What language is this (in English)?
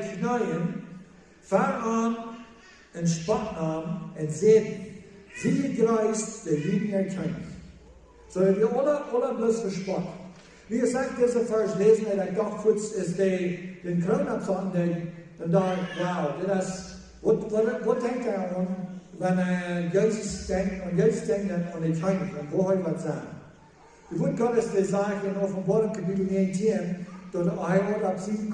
Plautdietsch